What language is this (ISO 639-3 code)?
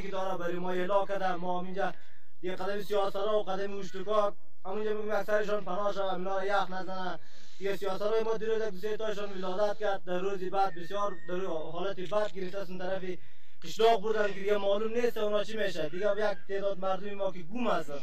fas